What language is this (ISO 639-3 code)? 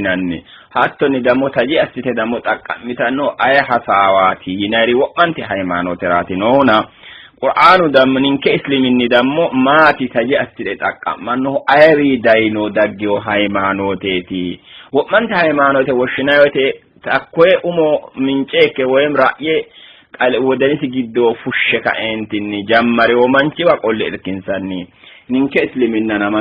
sid